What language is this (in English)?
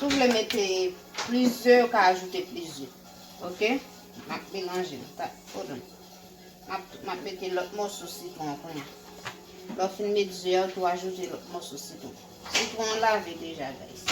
Haitian Creole